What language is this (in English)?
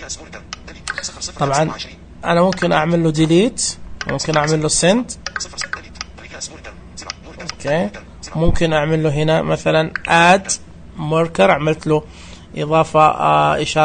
Najdi Arabic